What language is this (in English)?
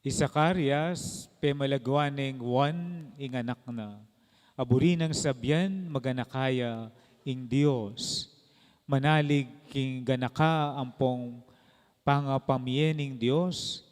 Pampanga